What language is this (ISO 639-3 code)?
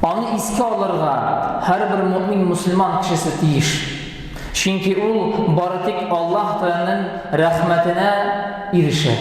tat